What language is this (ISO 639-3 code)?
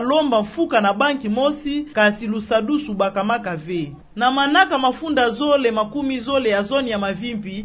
ktu